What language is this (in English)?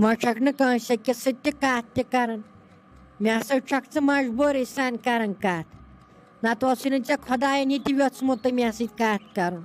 Kashmiri